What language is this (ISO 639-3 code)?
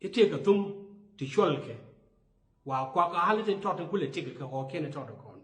nus